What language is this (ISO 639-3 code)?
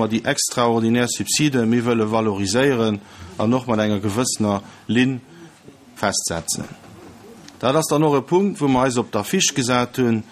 ltz